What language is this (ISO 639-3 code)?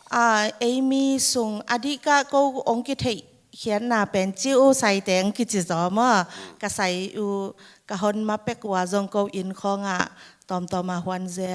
ctd